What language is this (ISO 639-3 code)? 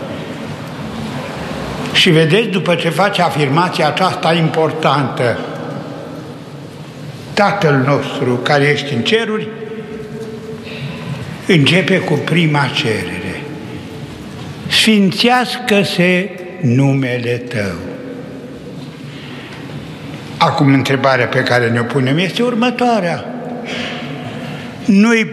ron